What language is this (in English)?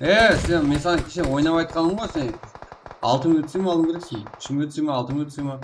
Kara-Kalpak